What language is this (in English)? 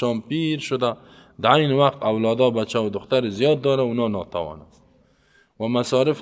Persian